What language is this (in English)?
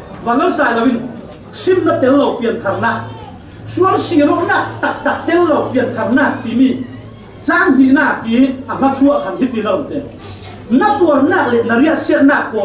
Falam Chin